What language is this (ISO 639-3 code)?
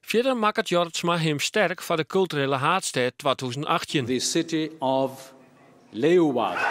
fry